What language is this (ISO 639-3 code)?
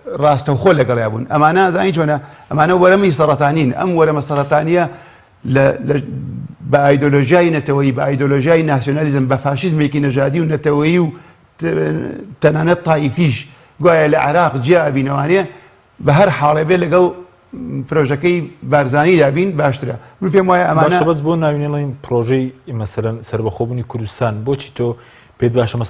ckb